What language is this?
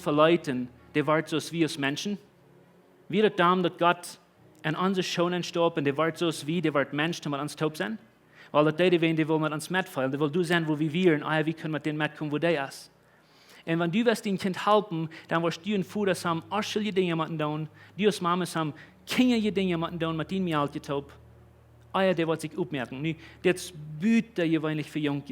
Plautdietsch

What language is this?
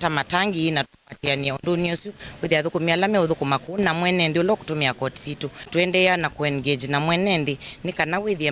Kamba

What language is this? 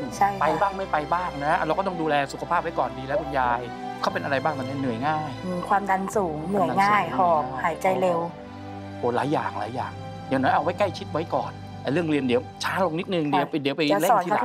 Thai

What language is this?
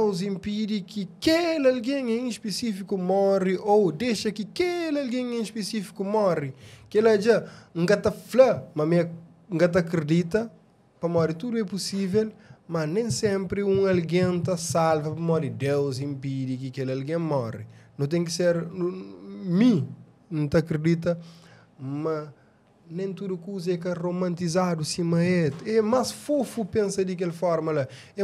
Kabuverdianu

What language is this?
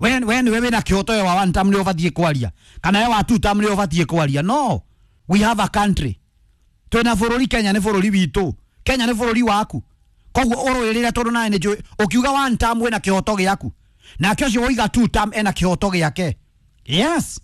Kikuyu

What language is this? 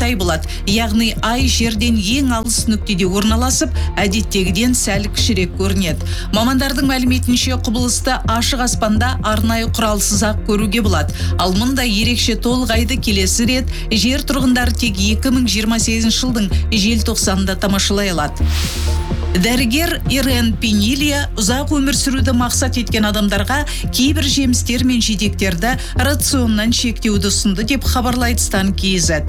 Kazakh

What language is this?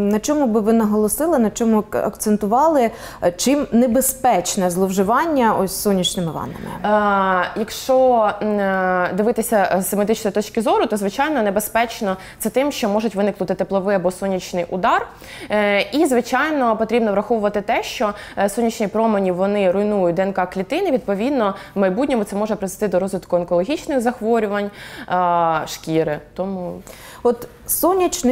Ukrainian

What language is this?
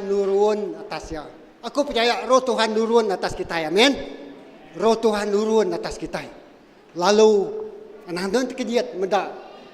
Iban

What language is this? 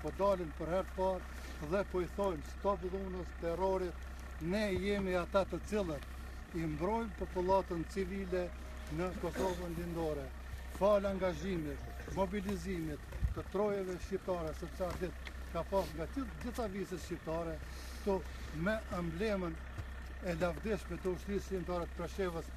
Albanian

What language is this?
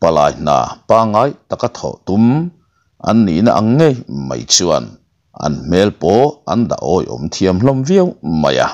Mizo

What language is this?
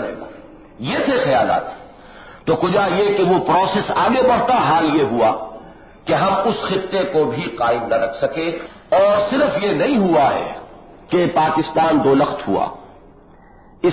Urdu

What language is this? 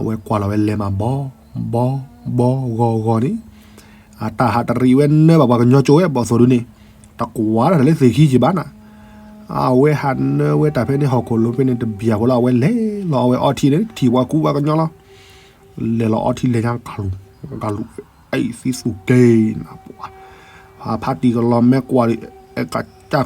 S'gaw Karen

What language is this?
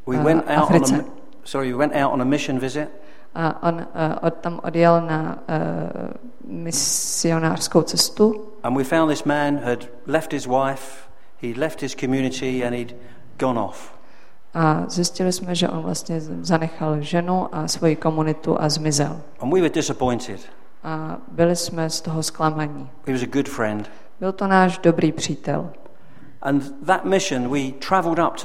Czech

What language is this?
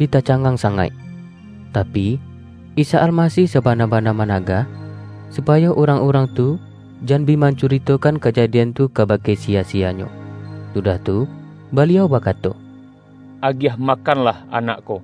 Minangkabau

